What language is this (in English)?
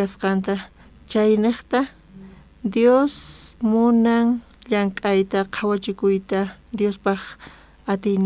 South Bolivian Quechua